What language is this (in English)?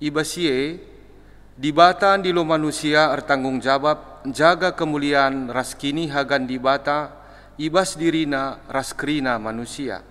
Batak Karo